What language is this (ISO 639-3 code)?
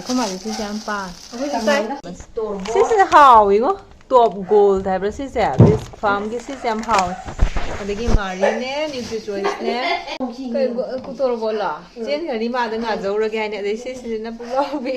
mni